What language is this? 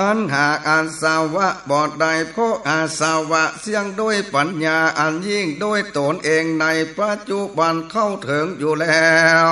Northern Thai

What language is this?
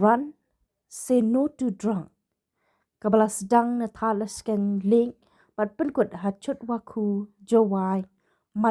Khasi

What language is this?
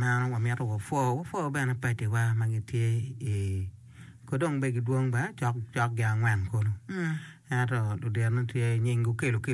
Acoli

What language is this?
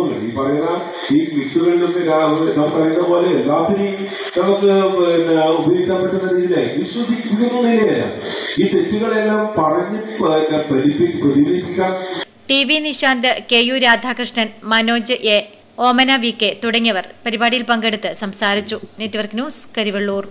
Malayalam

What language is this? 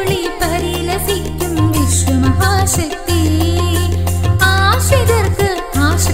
Malayalam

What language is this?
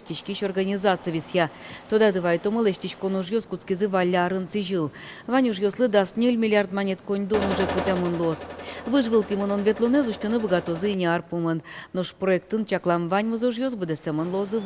Udmurt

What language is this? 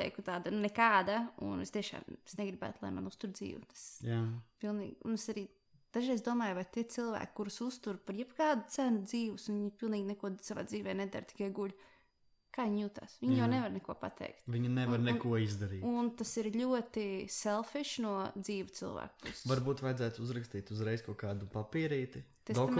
Latvian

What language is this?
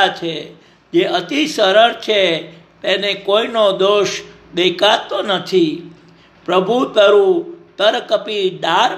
Gujarati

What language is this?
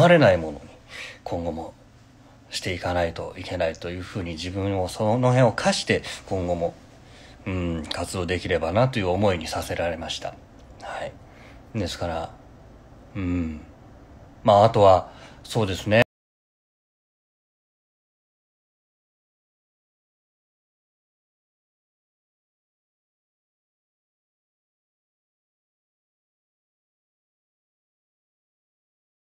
Japanese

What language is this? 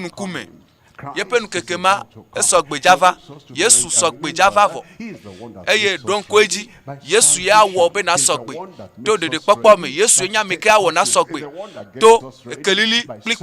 Ewe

